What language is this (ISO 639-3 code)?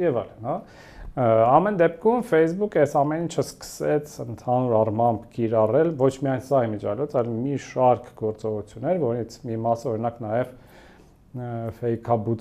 hye